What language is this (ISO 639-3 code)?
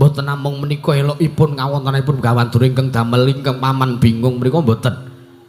jav